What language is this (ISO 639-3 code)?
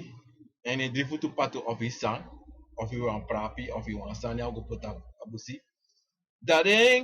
srn